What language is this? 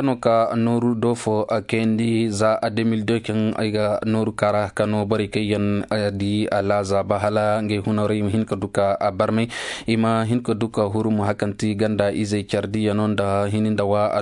Koyraboro Senni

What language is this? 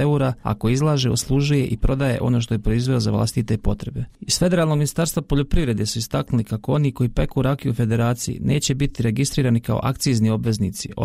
Bosnian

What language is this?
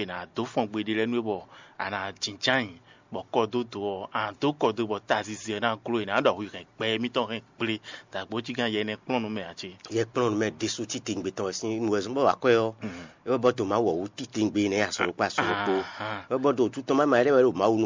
Fon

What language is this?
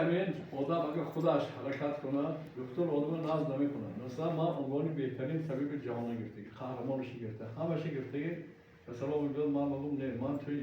Tajik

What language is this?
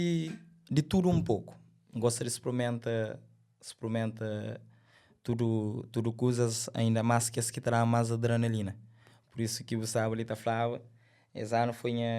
Kabuverdianu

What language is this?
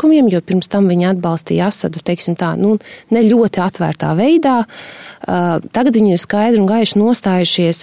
Latvian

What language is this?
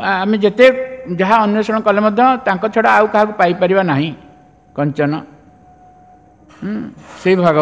Odia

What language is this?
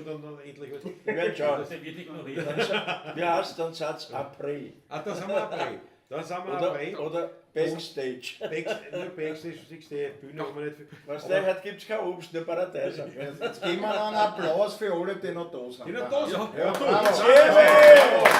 Bavarian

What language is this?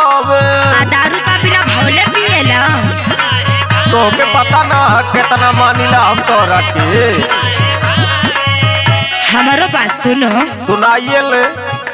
Bhojpuri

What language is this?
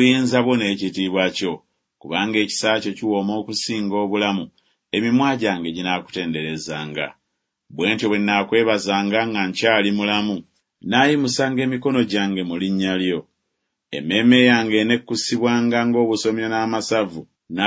Ganda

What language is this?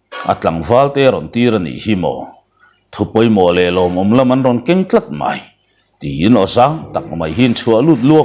Mizo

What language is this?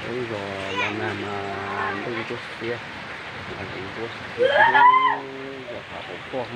Hmong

